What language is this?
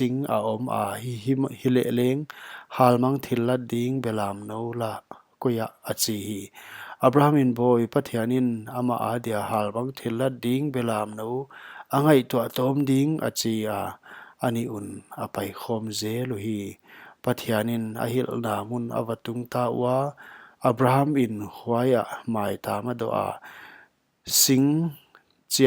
Paite Chin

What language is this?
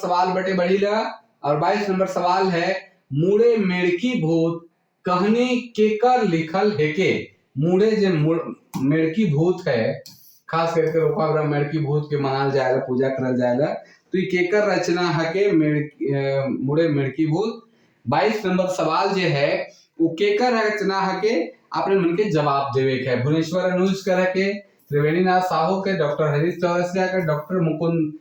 Sadri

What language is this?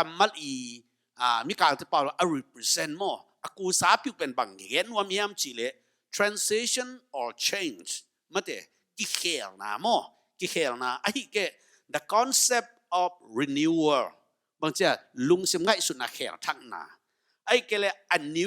Tedim Chin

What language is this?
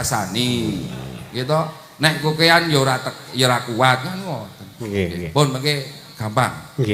Javanese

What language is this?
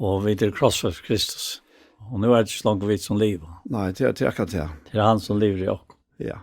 Faroese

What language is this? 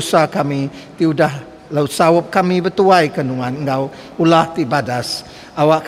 Iban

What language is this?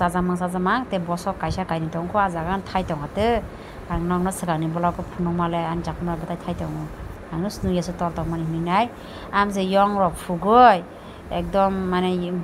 Kok Borok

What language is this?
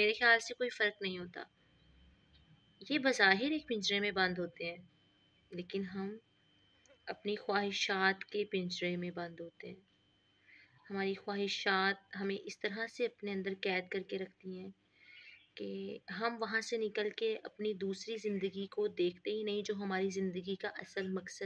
Urdu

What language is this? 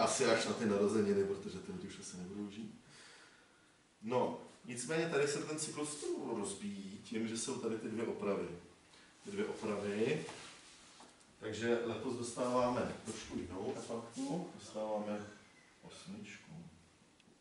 Czech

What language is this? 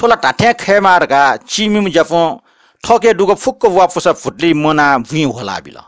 Newari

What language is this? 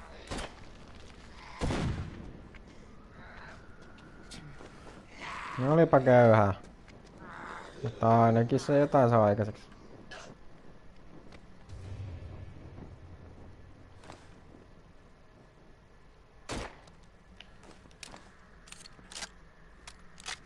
Finnish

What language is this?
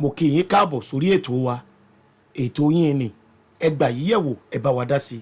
Yoruba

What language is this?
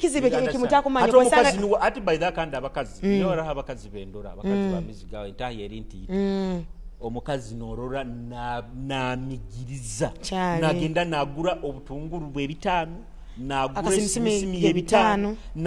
Nyoro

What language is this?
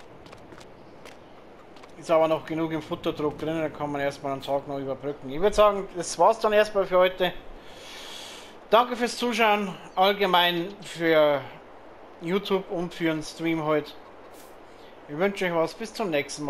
German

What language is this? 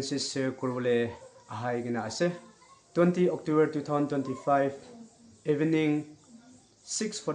Naga Pidgin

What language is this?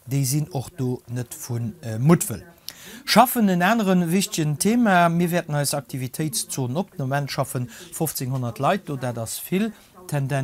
Luxembourgish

